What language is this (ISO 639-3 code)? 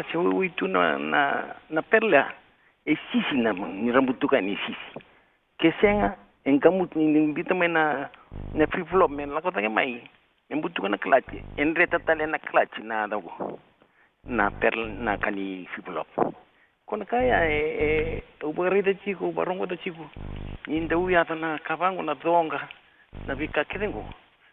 fij